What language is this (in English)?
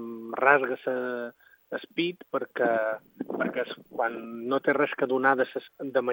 Catalan